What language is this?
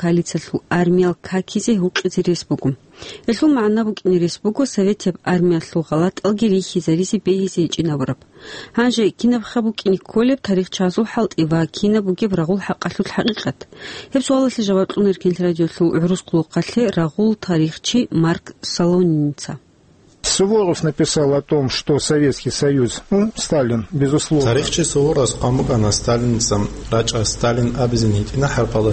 Avaric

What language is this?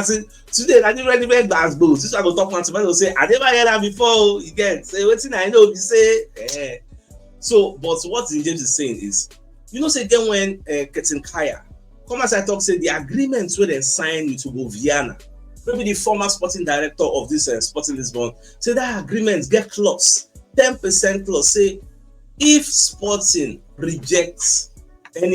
Nigerian Pidgin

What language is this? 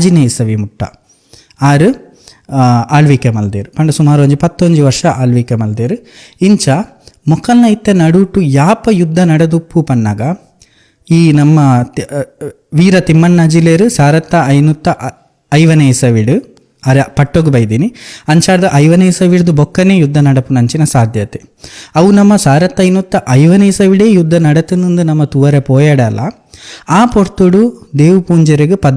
Tulu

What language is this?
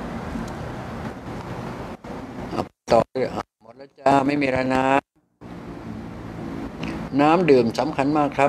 Thai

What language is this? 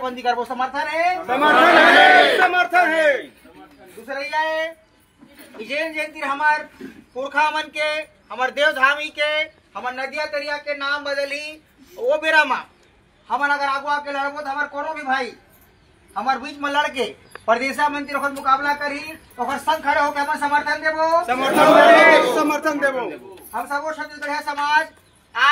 Chhattisgarhi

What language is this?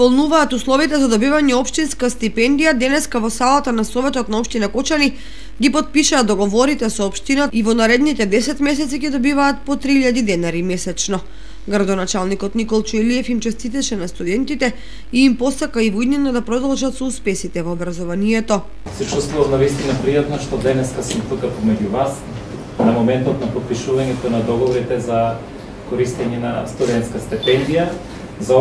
Macedonian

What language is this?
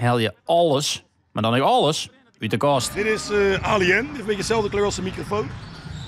Western Frisian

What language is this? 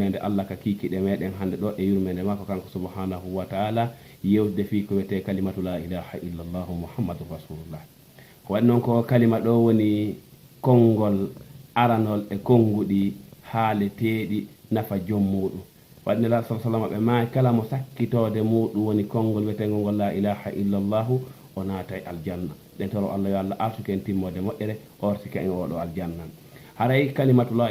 Fula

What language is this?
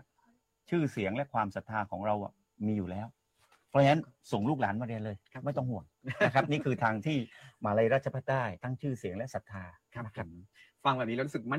Thai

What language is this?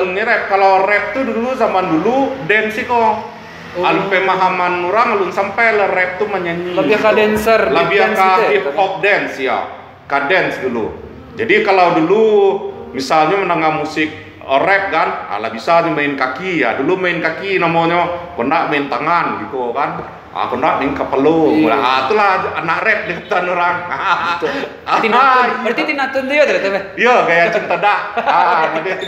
Minangkabau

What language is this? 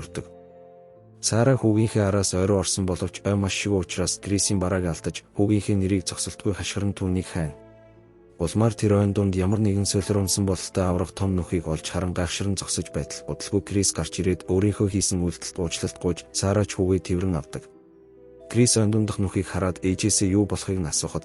Mongolian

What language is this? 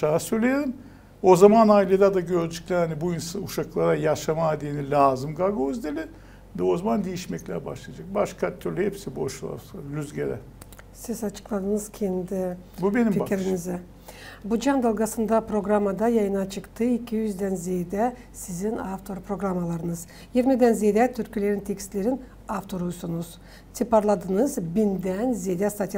Gagauz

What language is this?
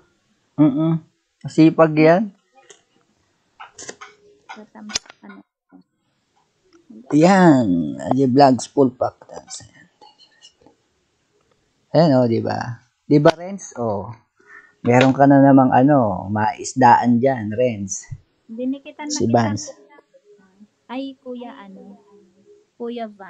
Filipino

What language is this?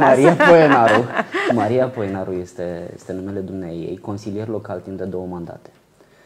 Romanian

